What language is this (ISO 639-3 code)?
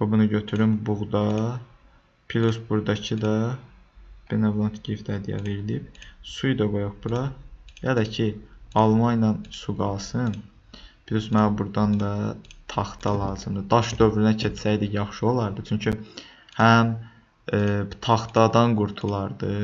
aze